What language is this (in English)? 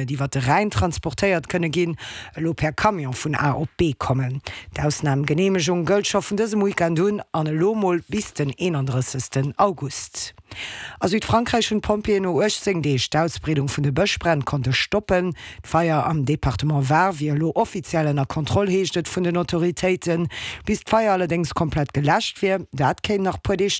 Luxembourgish